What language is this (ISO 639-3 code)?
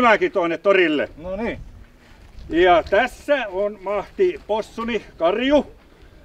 fin